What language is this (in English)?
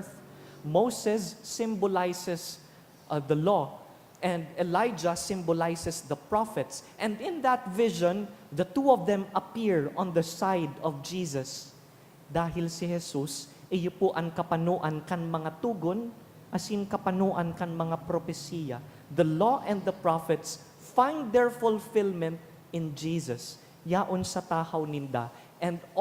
Bikol